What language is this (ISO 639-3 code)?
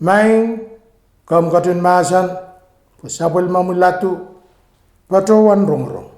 pon